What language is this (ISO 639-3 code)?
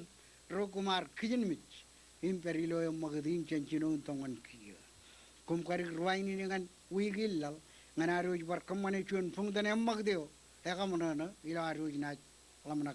mah